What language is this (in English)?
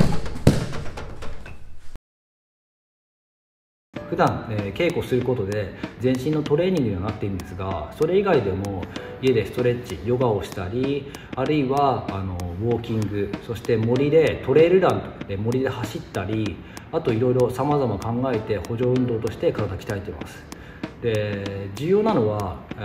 Japanese